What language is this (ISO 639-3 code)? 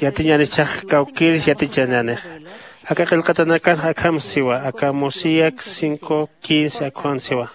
aym